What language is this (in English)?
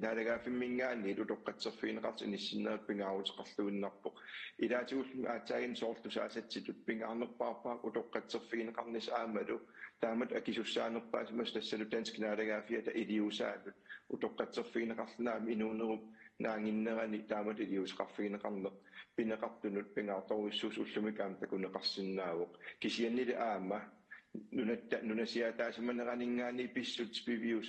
Kalaallisut